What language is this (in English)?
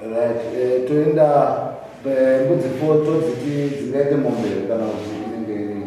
Shona